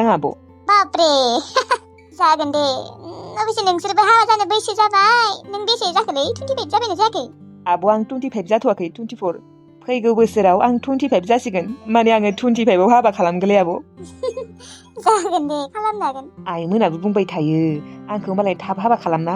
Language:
Bodo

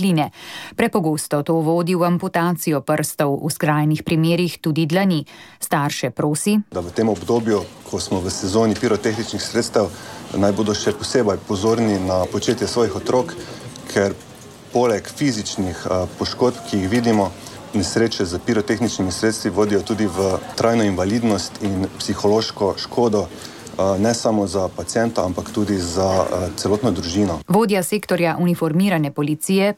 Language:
Slovenian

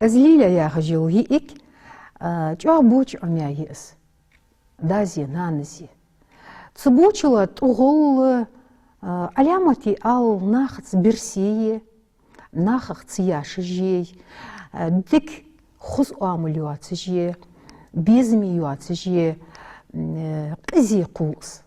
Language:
Ingush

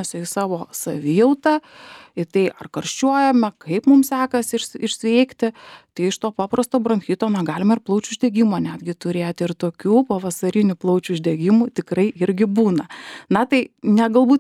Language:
Lithuanian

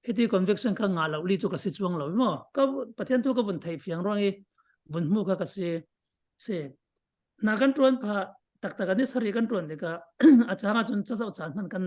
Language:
Falam Chin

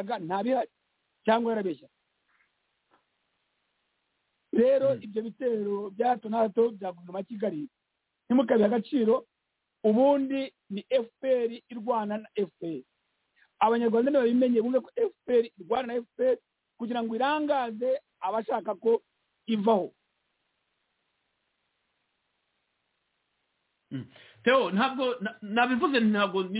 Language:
Kinyarwanda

